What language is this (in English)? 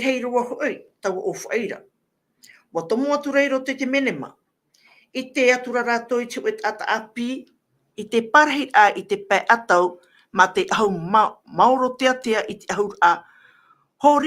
Tahitian